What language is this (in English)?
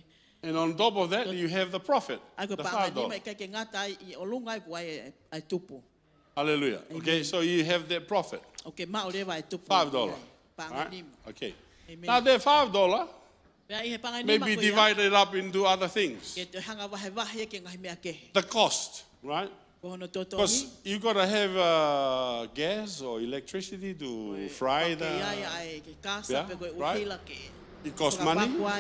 Tongan